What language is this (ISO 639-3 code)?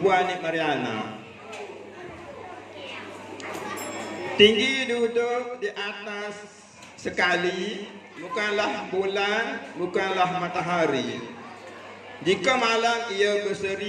msa